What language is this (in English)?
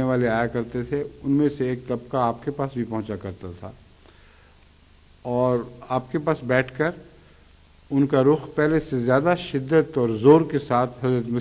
Urdu